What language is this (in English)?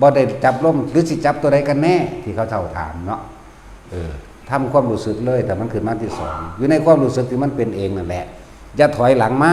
Northeastern Thai